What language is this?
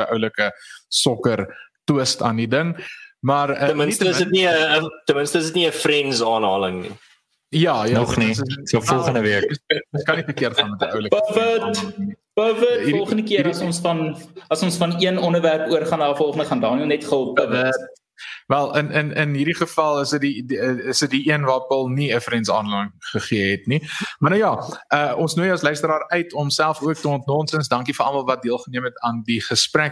Afrikaans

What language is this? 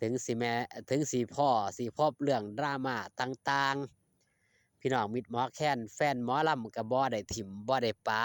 Northeastern Thai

